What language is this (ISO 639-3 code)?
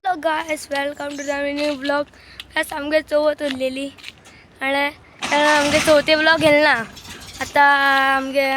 kok